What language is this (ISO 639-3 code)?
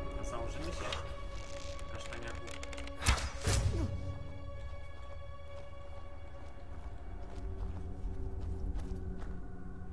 pol